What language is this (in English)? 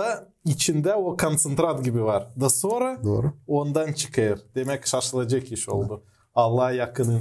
Gagauz